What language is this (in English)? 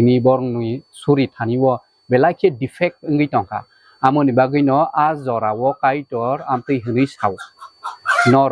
Kok Borok